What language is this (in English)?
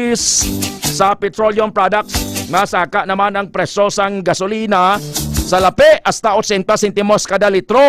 Hiligaynon